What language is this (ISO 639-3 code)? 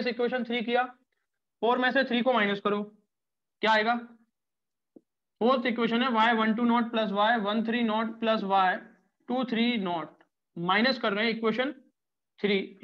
hin